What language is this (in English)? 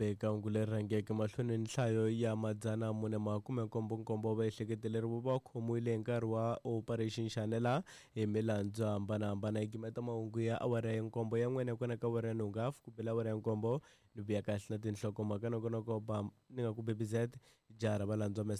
Tsonga